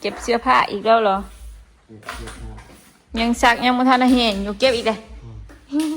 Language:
Northeastern Thai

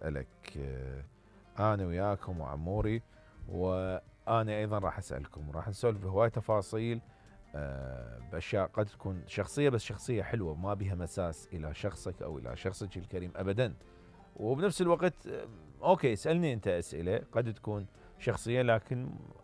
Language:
Mesopotamian Arabic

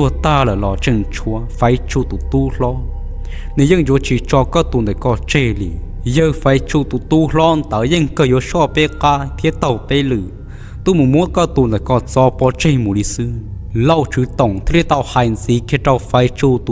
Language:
Hmong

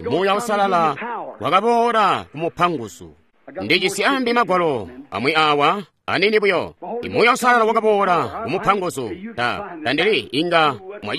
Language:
Tonga (Zambia)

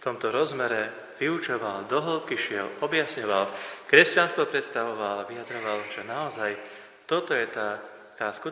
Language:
Slovak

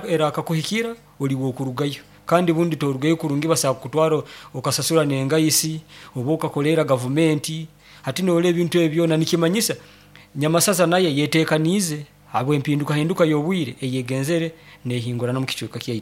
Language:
Nyoro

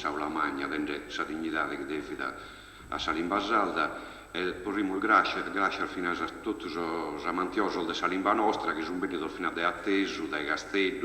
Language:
Sardinian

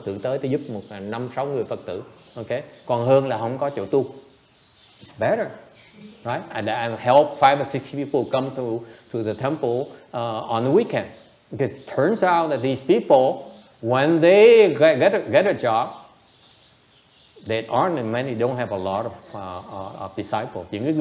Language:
Vietnamese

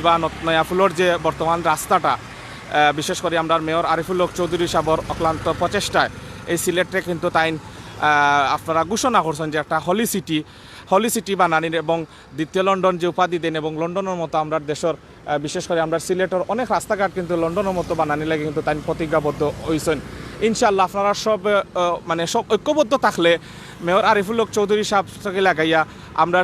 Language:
Sylheti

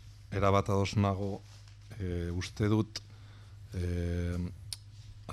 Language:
Basque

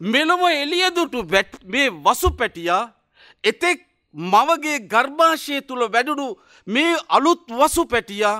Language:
Sinhala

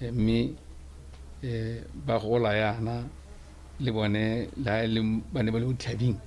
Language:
Tswana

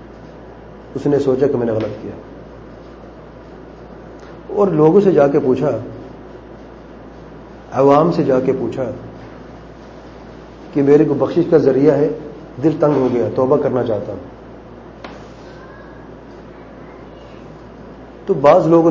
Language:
Urdu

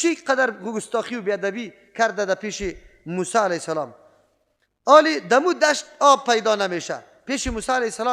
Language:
Persian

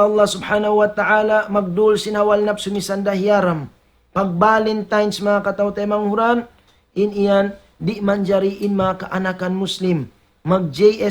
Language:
Tausug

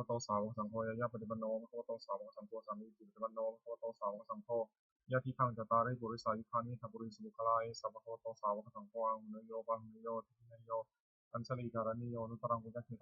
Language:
Pali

